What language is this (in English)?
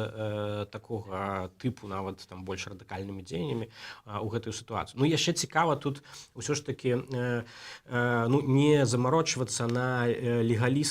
Belarusian